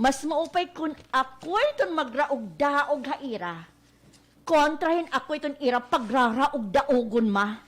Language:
Waray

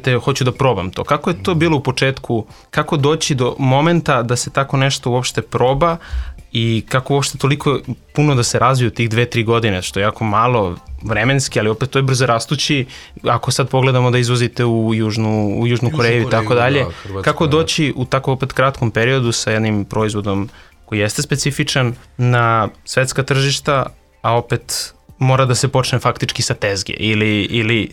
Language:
Serbian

